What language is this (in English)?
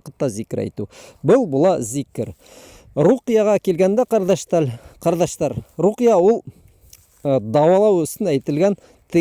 Bashkir